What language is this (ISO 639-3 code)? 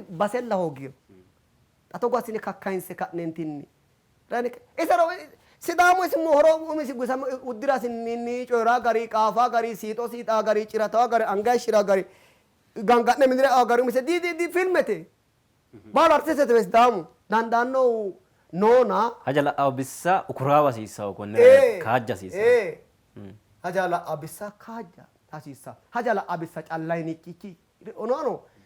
sid